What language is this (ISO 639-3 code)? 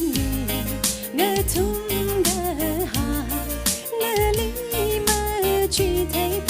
nmf